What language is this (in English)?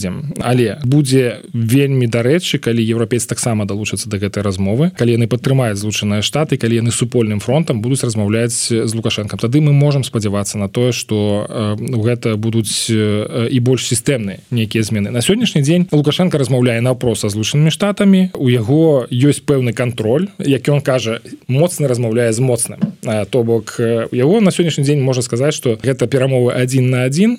Belarusian